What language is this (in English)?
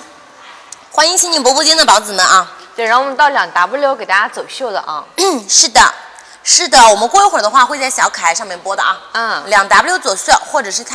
Chinese